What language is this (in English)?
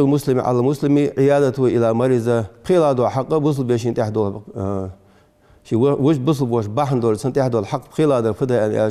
Ingush